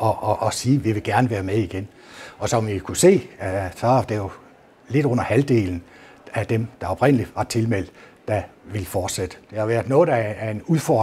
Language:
Danish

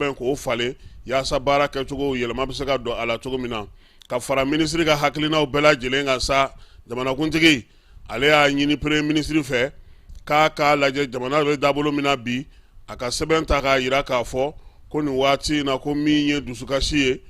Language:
Bambara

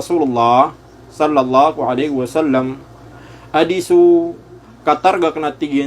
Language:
Maranao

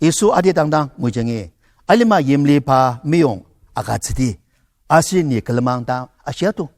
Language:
Ao Naga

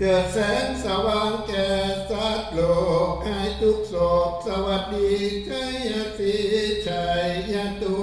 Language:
Northeastern Thai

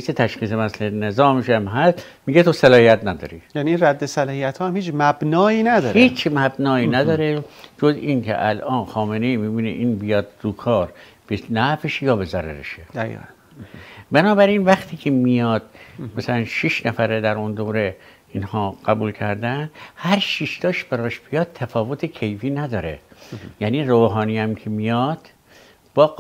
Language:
Persian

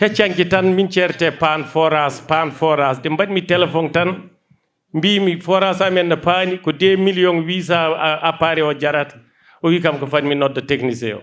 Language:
Fula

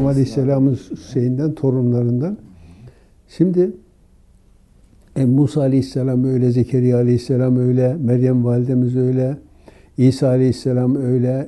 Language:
Turkish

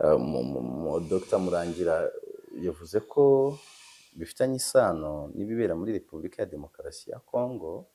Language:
Kinyarwanda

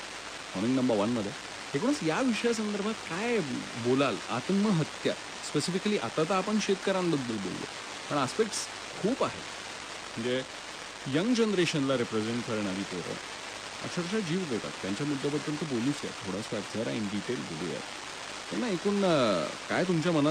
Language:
Marathi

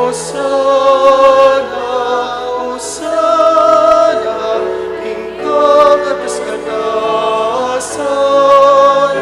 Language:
Pampanga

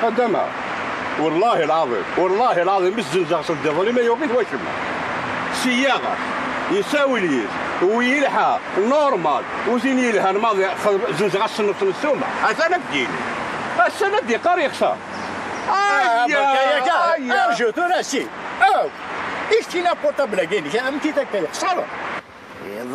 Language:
Kabyle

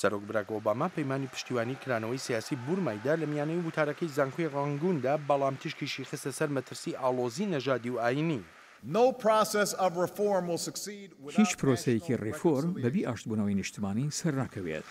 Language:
Central Kurdish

